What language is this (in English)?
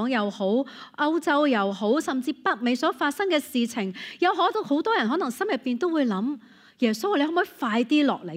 Cantonese